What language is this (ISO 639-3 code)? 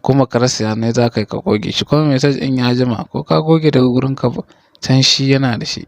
hau